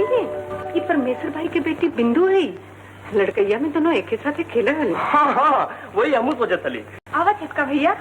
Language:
Magahi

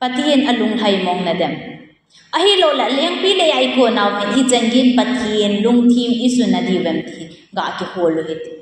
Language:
Thado Chin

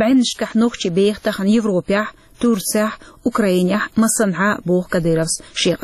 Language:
Chechen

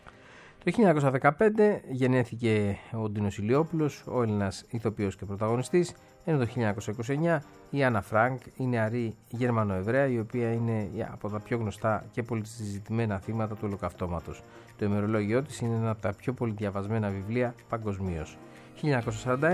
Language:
Greek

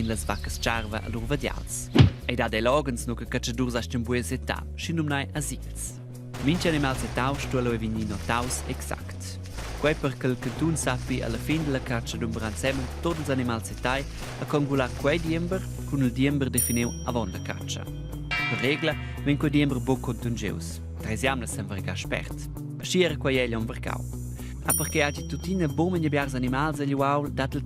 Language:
Romansh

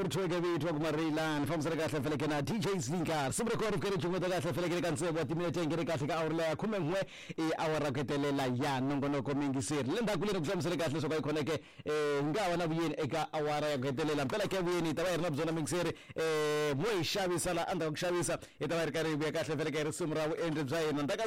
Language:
Tsonga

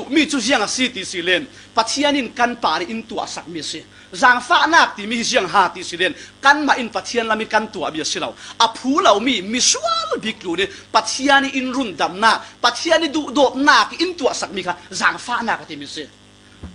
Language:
Falam Chin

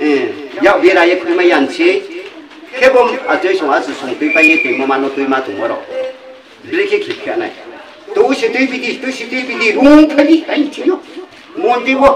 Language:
Riang (India)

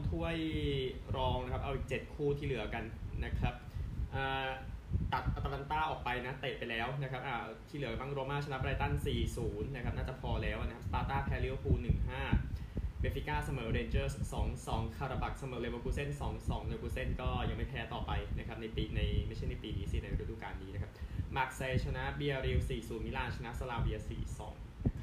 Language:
Thai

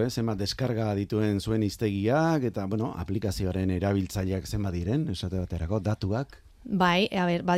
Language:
Basque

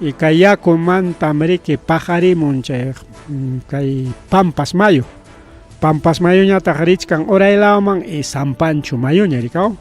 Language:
Ayacucho Quechua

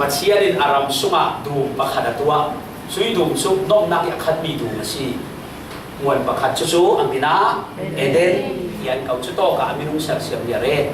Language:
Falam Chin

